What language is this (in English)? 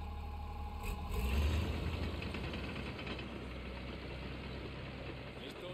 Spanish